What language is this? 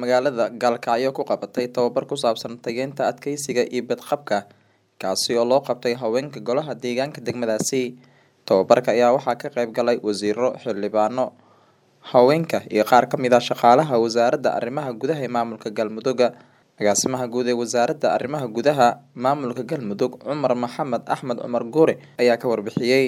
Somali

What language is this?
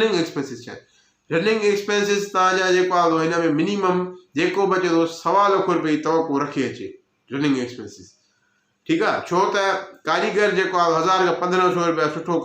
Sindhi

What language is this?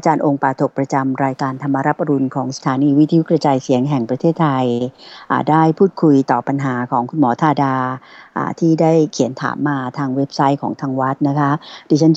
Thai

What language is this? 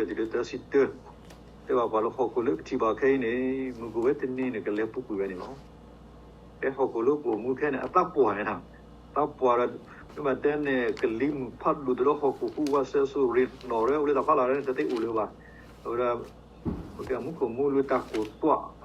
S'gaw Karen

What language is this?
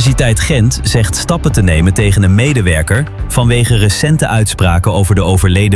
Dutch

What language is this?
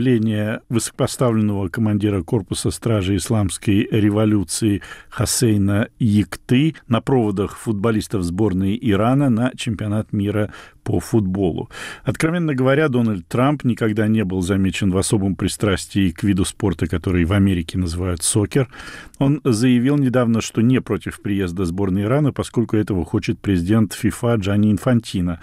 Russian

